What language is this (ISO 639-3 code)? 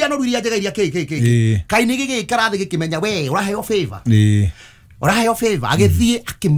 kik